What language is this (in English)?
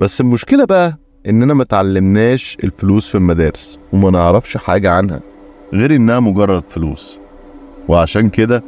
Egyptian Arabic